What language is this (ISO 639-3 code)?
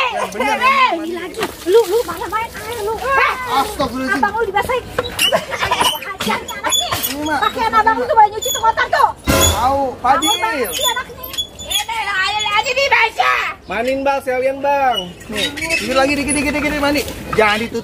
bew